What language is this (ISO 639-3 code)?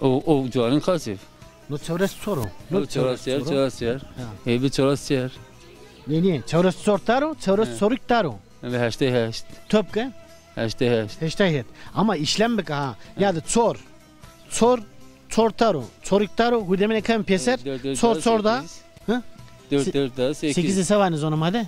zza